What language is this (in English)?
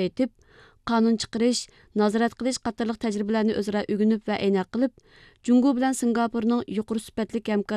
Uyghur